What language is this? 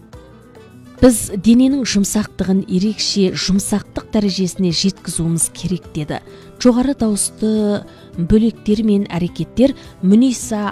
Kazakh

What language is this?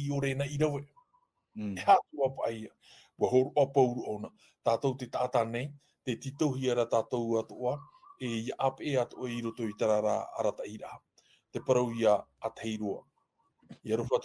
Tahitian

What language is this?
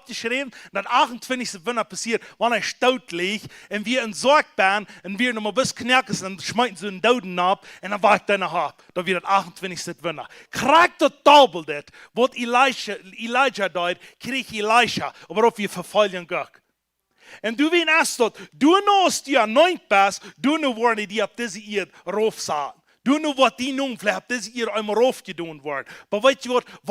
Plautdietsch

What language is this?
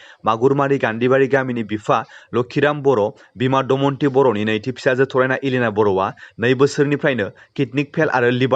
Bodo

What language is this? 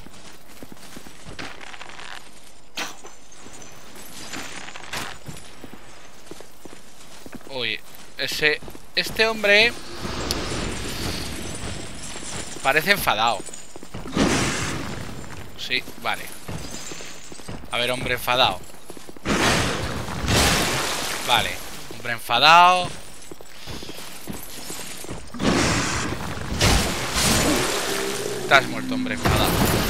Spanish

